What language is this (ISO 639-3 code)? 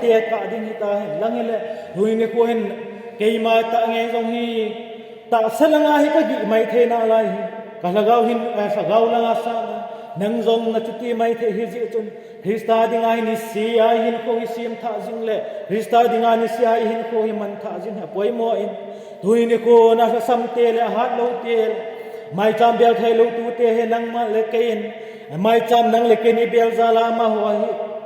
tcz